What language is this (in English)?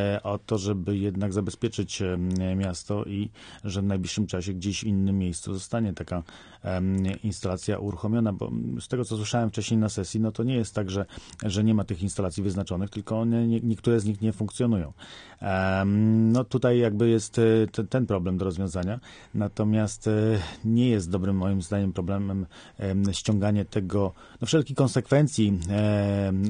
Polish